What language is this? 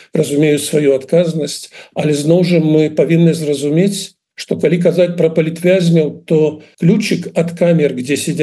Belarusian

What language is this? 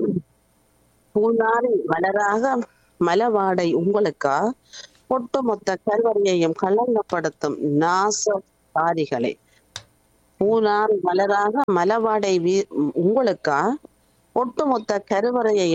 Tamil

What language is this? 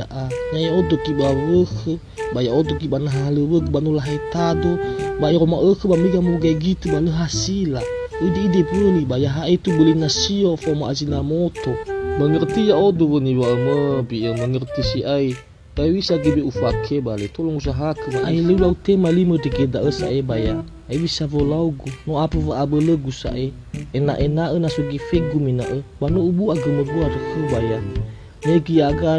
Nias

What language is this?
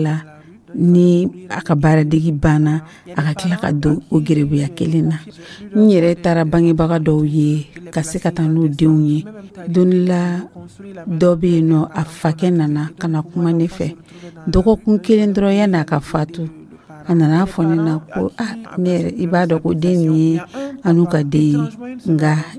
Dyula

